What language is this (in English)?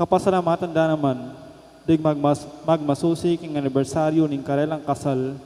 Pampanga